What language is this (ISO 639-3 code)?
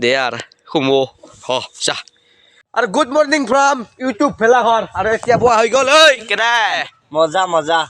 asm